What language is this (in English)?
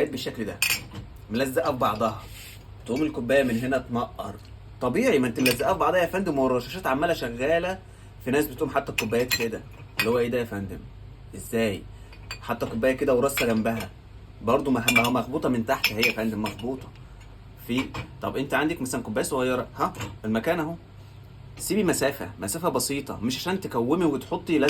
Egyptian Arabic